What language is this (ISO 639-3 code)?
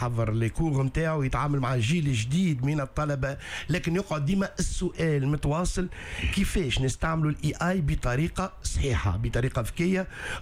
aeb